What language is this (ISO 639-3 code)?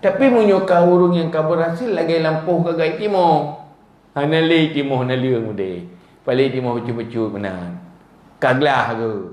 ace